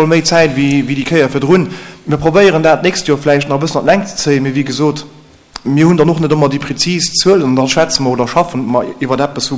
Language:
Luxembourgish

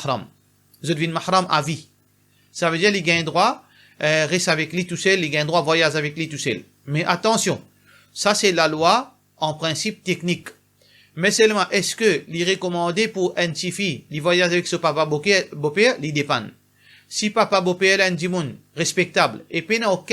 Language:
Morisyen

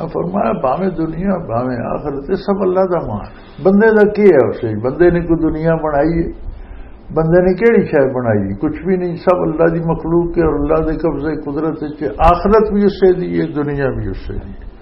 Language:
Western Panjabi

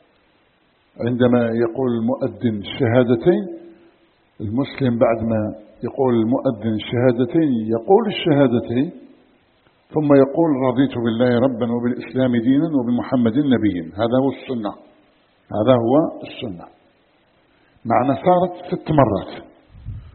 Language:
Arabic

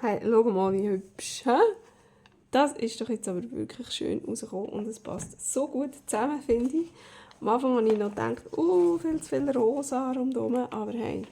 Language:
Swiss German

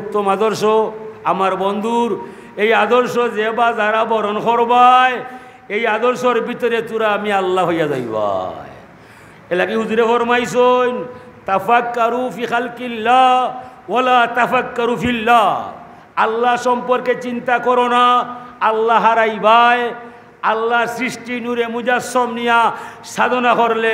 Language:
Sylheti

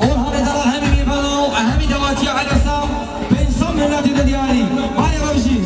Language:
Kurdish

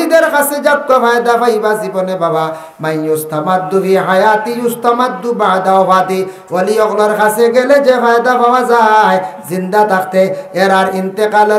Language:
Sylheti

